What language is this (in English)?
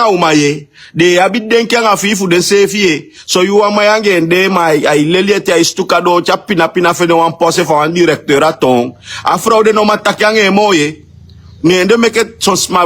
Sranan Tongo